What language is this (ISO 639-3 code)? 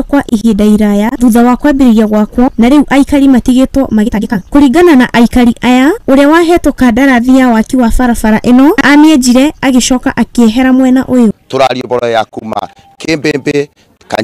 kik